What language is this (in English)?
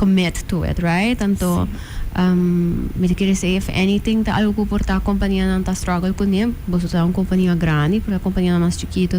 Papiamento